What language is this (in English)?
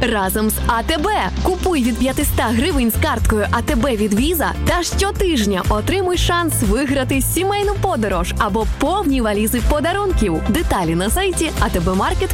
Ukrainian